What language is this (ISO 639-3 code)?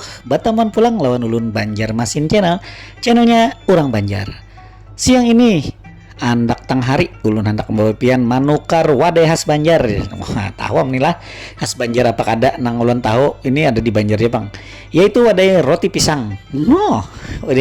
bjn